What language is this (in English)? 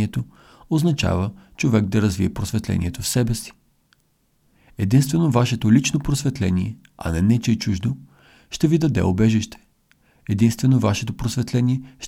Bulgarian